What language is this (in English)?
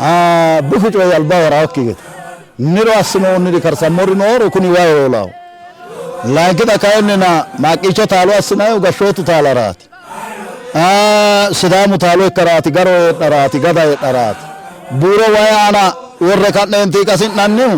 Sidamo